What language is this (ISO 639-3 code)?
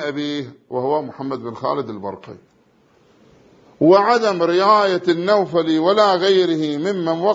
ara